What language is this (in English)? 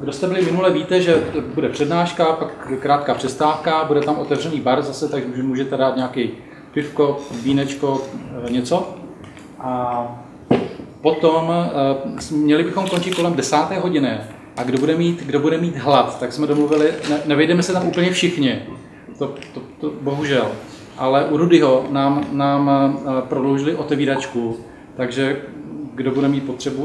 Czech